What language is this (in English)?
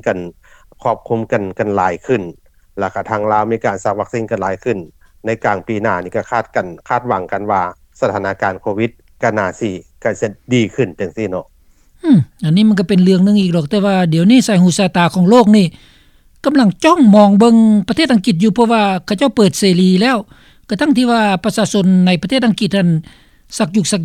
Lao